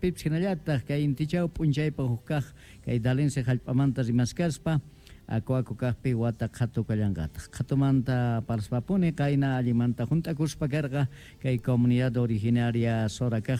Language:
Quechua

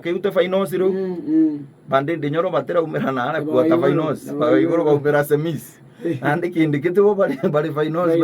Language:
Meru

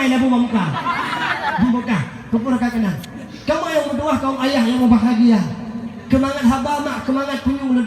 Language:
Achinese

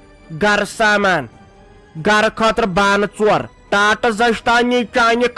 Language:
Kashmiri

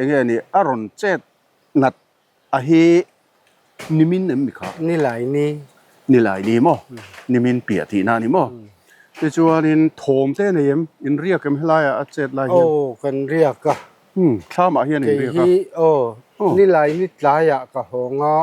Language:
Mizo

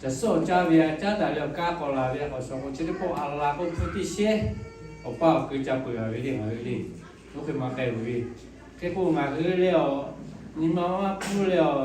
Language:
Lahu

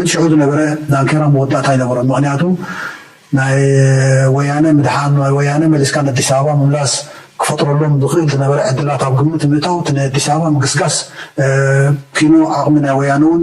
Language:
Tigrinya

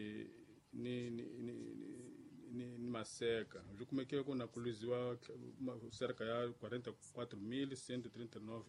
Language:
Tsonga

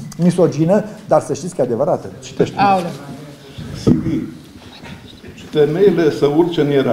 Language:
Romanian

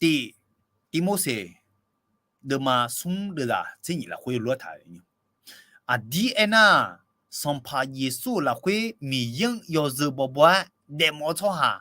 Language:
Akha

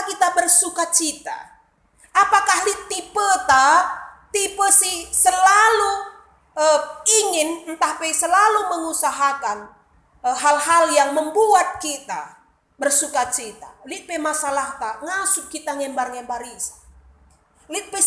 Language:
Batak Karo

